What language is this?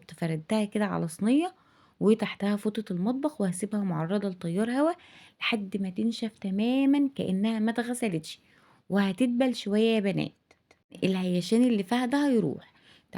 Egyptian Arabic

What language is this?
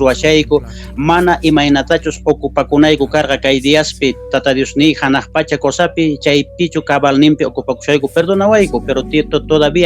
Quechua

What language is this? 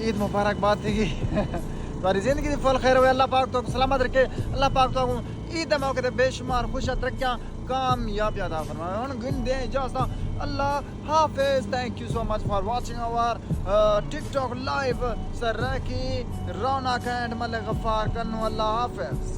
Saraiki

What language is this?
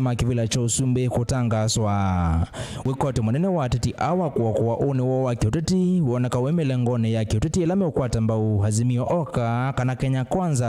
Kamba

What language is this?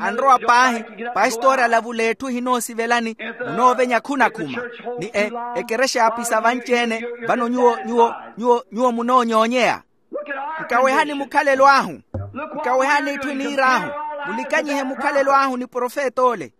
Makhuwa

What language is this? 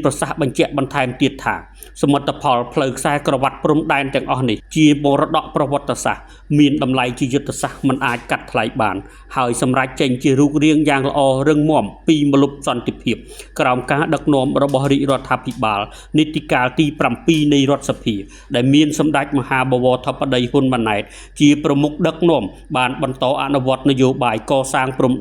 Khmer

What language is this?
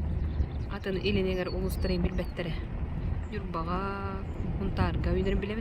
Yakut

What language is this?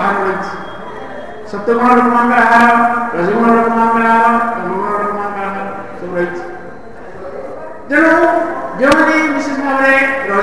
Odia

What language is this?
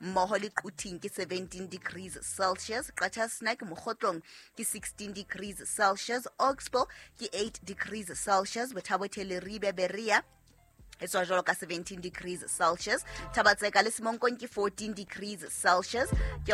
Southern Sotho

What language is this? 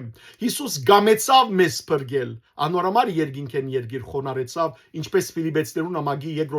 Western Armenian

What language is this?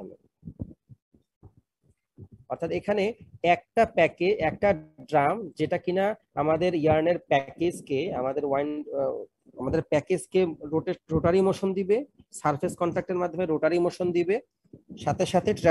Bangla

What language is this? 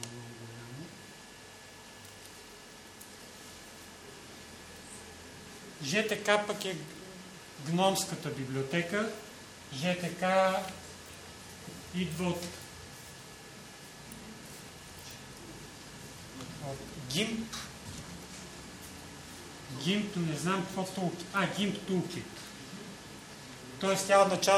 Bulgarian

